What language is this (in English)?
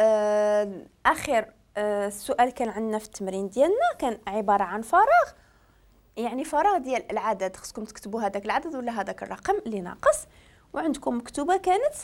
Moroccan Arabic